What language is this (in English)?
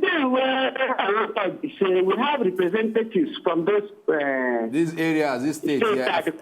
Nigerian Pidgin